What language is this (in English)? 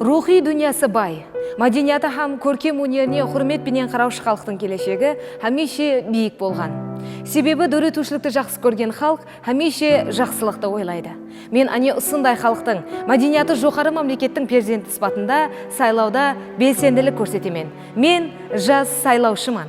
Kara-Kalpak